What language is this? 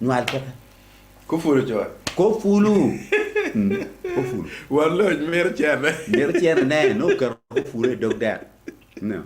Acoli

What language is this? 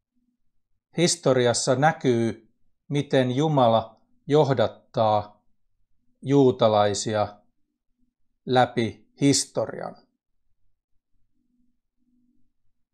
Finnish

